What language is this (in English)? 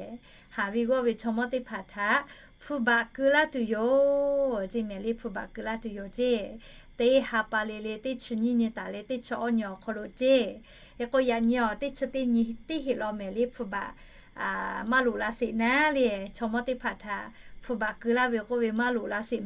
Lahu